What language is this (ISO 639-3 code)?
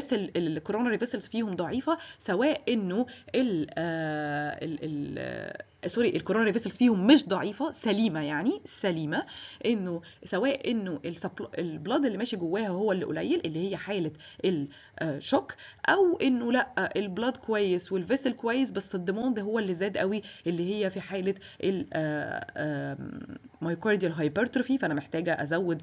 arz